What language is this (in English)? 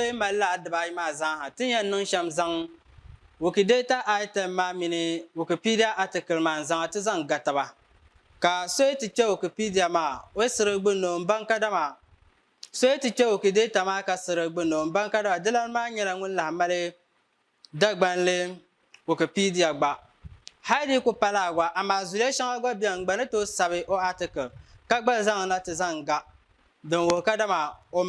Dagbani